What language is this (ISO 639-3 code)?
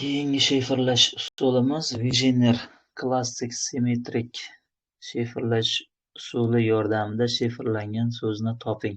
uzb